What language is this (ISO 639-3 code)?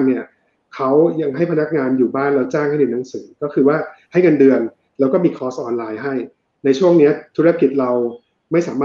tha